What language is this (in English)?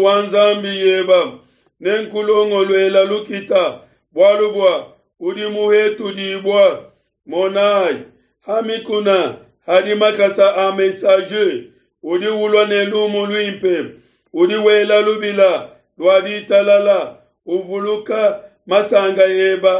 Luba-Lulua